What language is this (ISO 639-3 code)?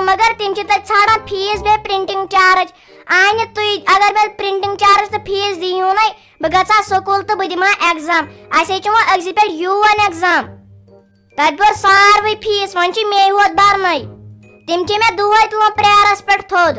kas